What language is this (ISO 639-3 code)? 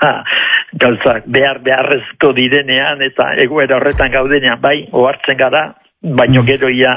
eus